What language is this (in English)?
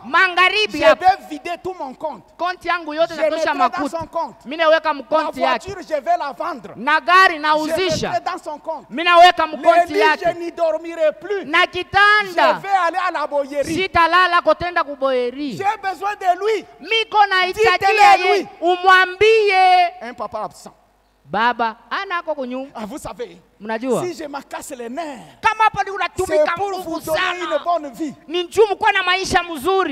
Swahili